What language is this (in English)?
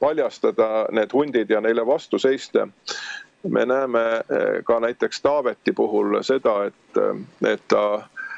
Estonian